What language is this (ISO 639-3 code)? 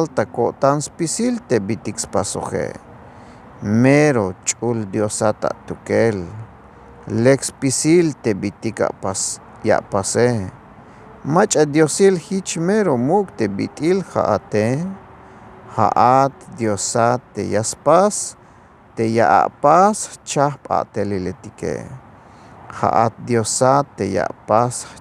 tzh